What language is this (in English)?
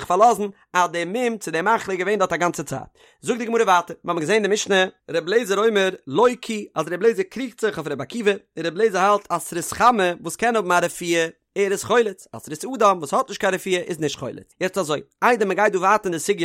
Yiddish